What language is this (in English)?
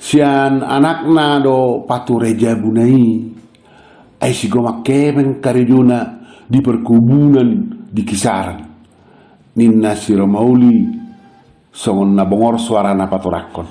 Batak Toba